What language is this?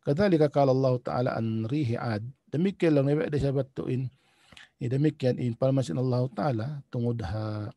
Tausug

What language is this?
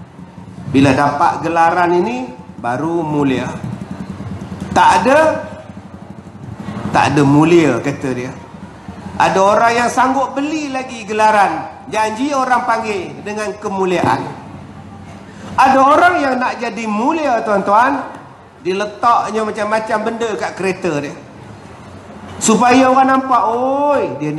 Malay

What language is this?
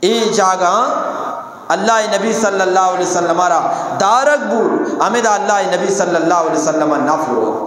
Eastern Balochi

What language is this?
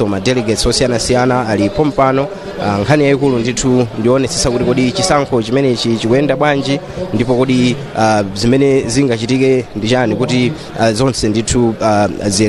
Nyanja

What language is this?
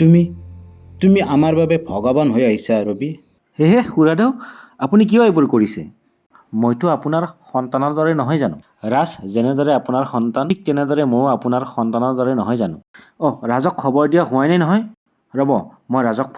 Assamese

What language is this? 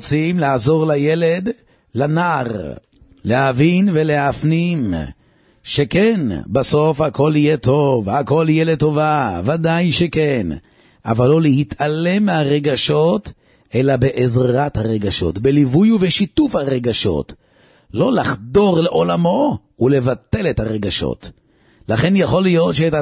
Hebrew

